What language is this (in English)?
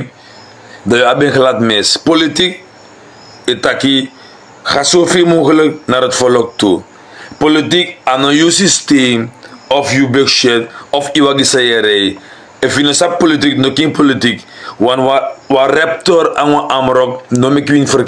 Sranan Tongo